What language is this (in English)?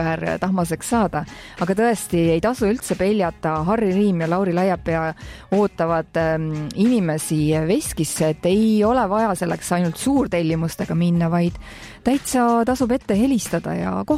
Estonian